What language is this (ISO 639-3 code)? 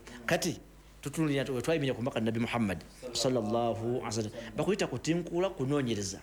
lug